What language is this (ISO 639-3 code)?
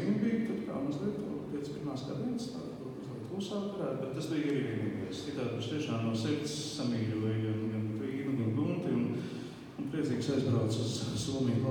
lav